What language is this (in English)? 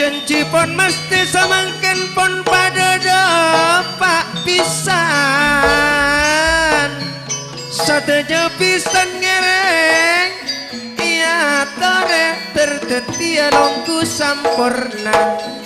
Madurese